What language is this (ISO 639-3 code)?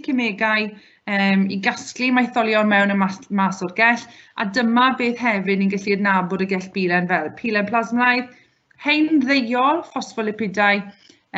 cym